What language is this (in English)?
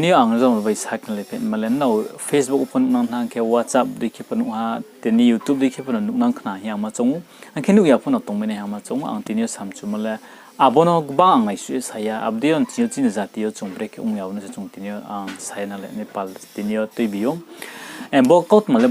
Riang (India)